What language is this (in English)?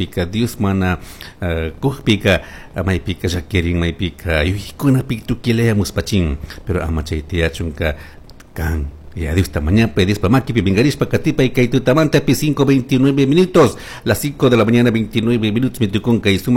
Chimborazo Highland Quichua